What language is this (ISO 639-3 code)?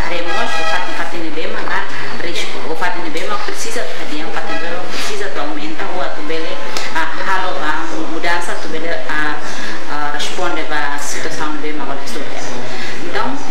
tet